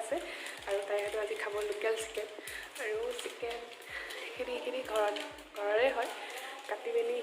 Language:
Assamese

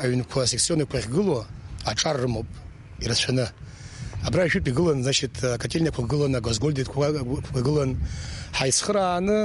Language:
Abkhazian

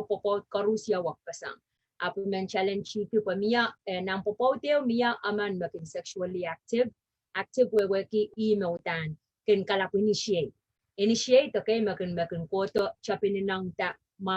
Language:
Pohnpeian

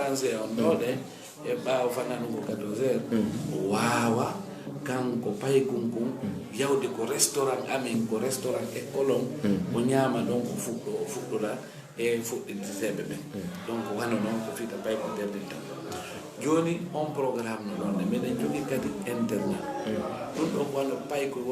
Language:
Fula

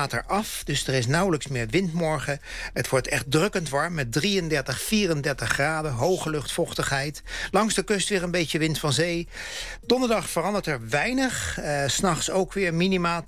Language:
Dutch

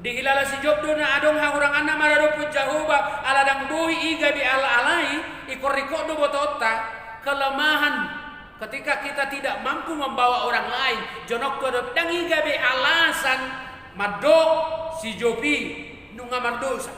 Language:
Batak Toba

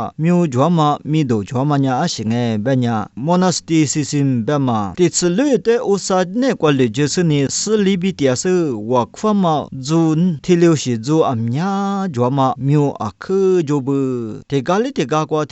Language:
Lisu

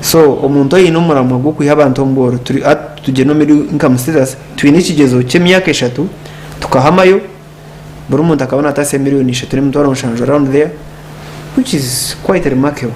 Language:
Nyankole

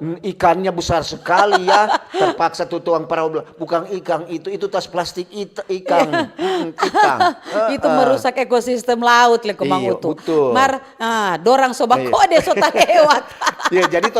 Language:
Manado Malay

